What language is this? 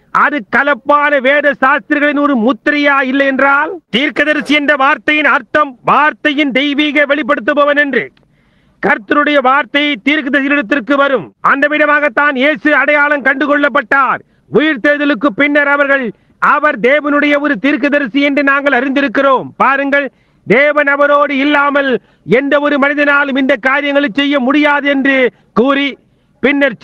Tamil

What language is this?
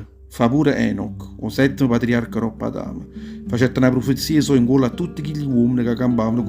Neapolitan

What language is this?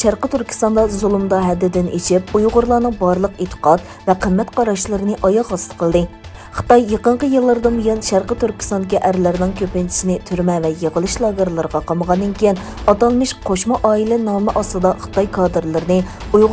Uyghur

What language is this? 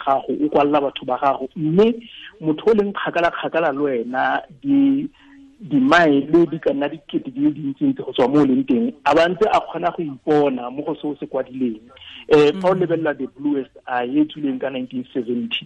Tswana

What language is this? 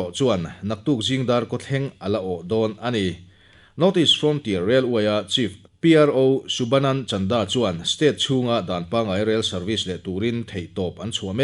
Mizo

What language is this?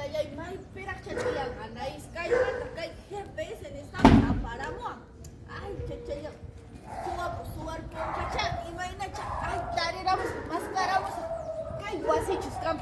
Ayacucho Quechua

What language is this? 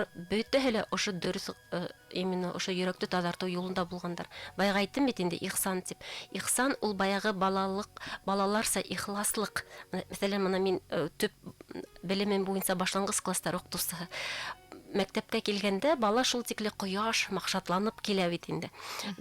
Bashkir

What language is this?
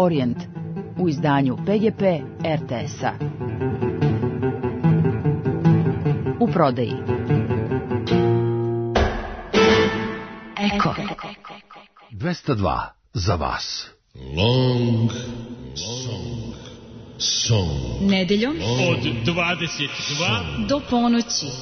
Serbian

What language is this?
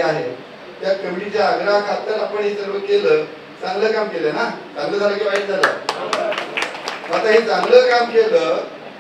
Marathi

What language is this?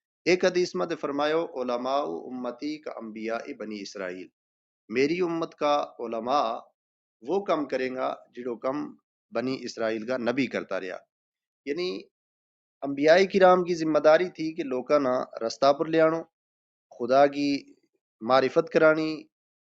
Gujari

